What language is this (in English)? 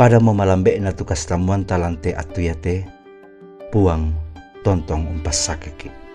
Toraja-Sa'dan